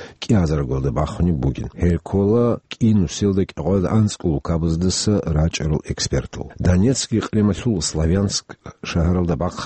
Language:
Avaric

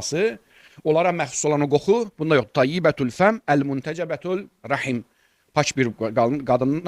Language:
Azerbaijani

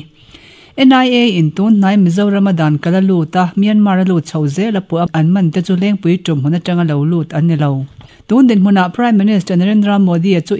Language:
Mizo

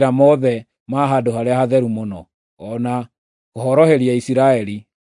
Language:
Kikuyu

